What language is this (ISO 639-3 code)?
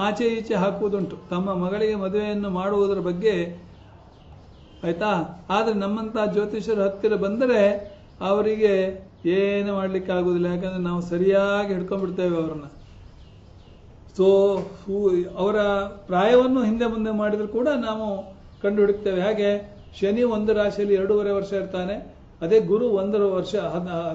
kan